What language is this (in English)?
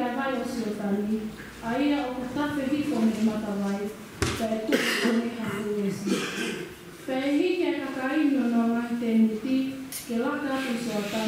Tongan